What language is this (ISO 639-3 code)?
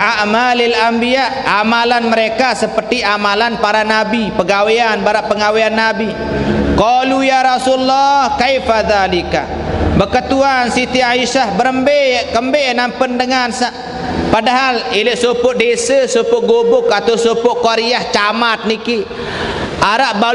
sas